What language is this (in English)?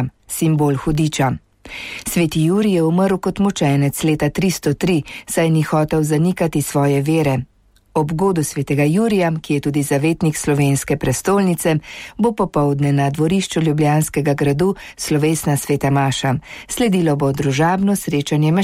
Slovenian